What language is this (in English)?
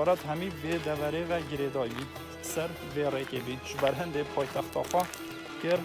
Kurdish